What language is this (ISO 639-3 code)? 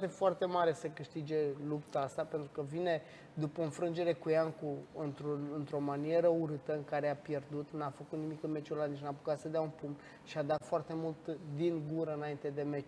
ron